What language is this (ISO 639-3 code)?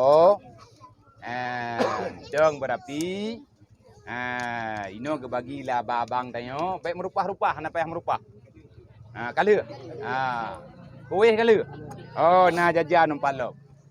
ace